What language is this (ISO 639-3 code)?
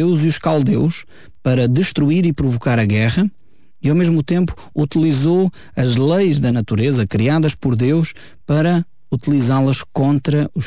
por